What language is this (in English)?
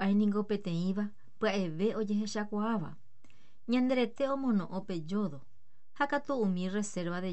Guarani